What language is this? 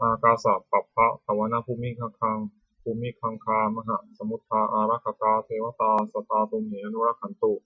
Pali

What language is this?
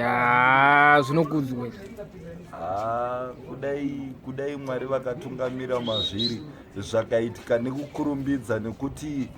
Shona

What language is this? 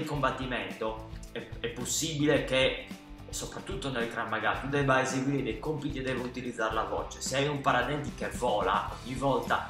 Italian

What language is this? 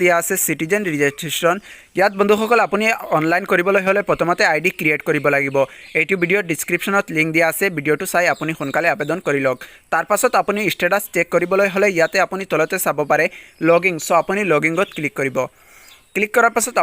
Assamese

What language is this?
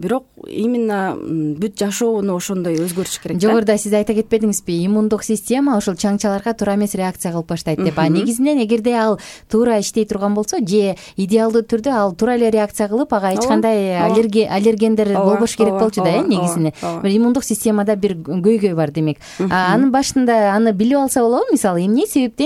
Kyrgyz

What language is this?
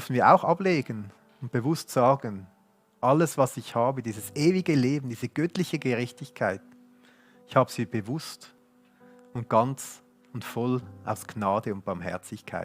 Swiss German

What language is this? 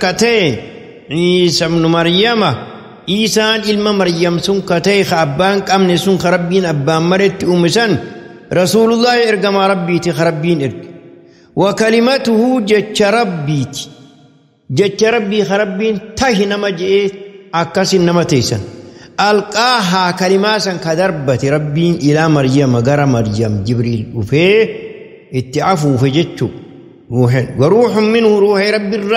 Oromo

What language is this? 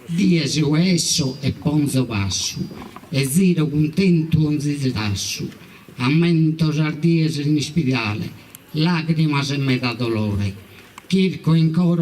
Sardinian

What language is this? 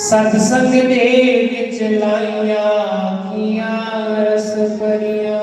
Dogri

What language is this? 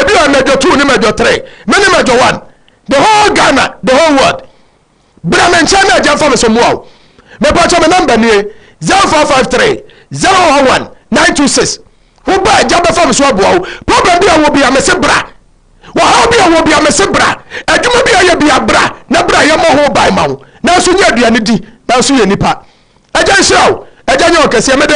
Akan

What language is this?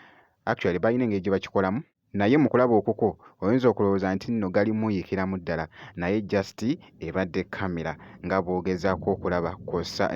Ganda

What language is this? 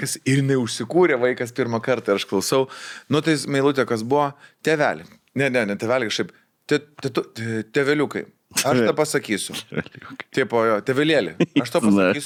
Lithuanian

